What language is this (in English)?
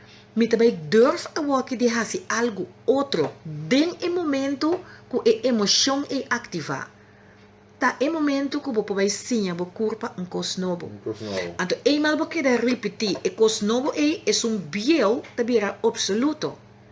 Papiamento